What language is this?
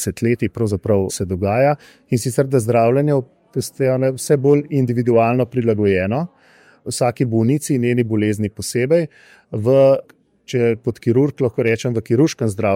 Slovenian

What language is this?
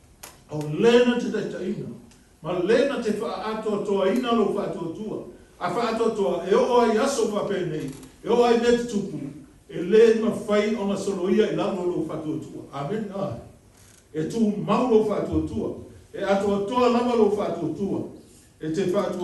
Samoan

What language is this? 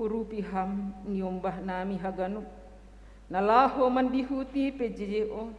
Batak Simalungun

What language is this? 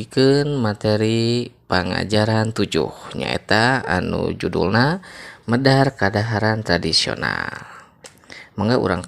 Sundanese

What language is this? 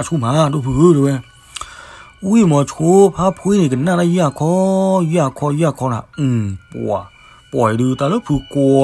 S'gaw Karen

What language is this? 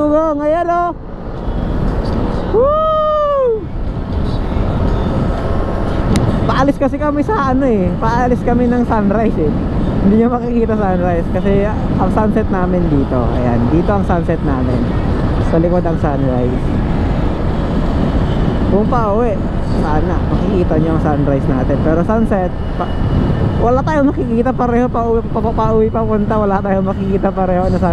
Filipino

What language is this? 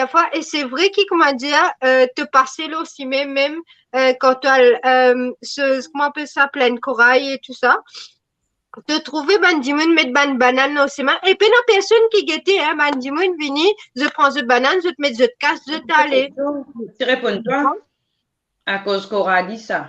Morisyen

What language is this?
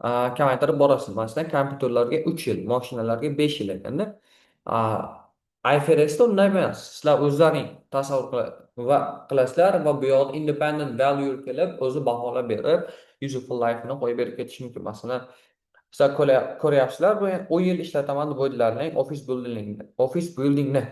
Uzbek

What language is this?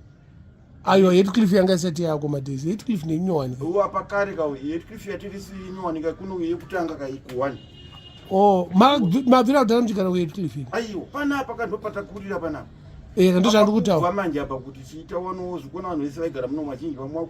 Shona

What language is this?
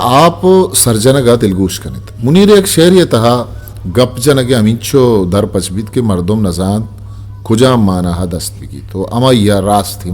Eastern Balochi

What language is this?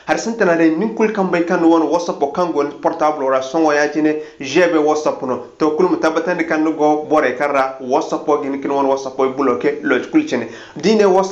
Zarma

